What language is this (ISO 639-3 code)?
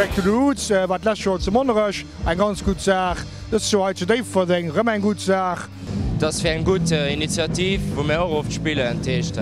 ltz